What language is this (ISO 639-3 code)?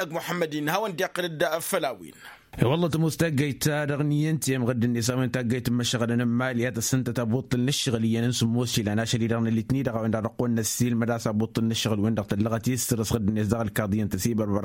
taq